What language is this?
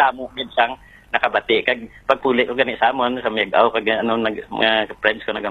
Hiligaynon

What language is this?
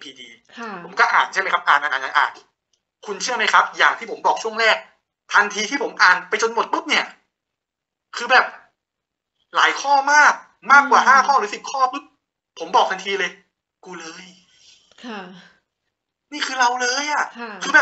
Thai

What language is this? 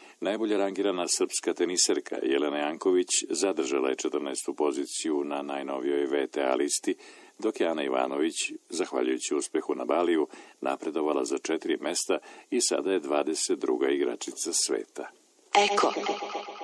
Serbian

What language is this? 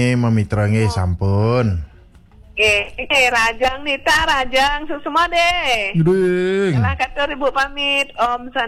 Balinese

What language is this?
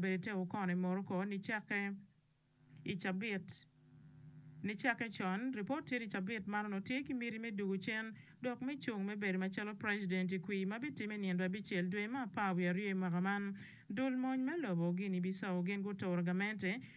Acoli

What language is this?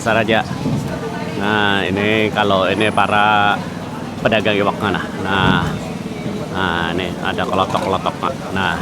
Banjar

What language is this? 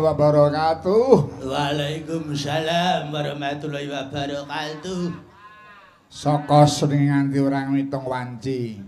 Javanese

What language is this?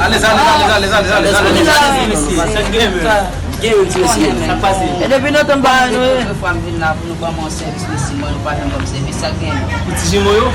Haitian Creole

